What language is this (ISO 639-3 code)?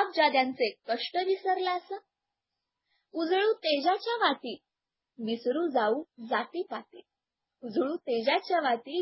mar